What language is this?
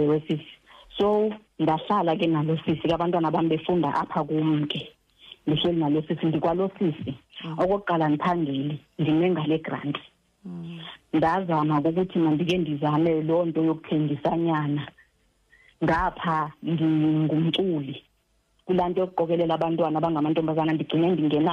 Xhosa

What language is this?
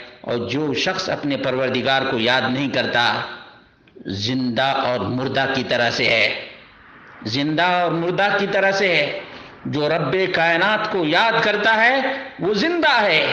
Urdu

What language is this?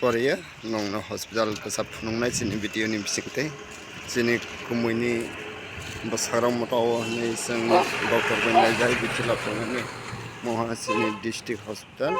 Kok Borok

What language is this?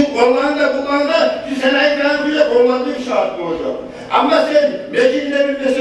Kumyk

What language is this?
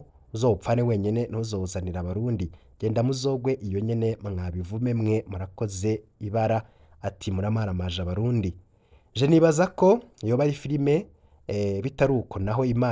Rundi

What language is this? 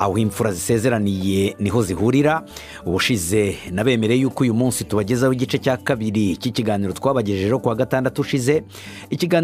Kinyarwanda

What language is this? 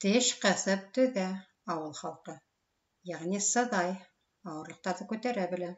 Bashkir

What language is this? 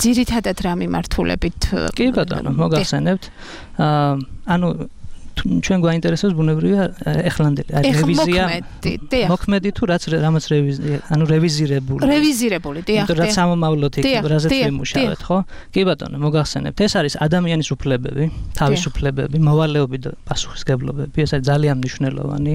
Georgian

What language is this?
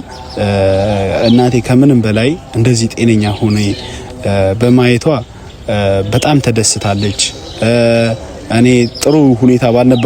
Amharic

